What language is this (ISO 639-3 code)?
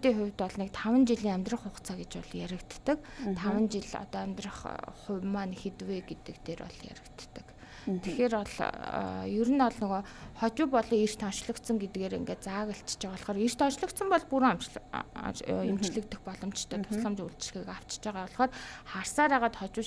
mon